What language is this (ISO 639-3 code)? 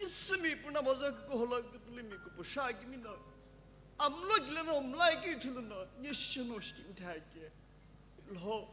nsm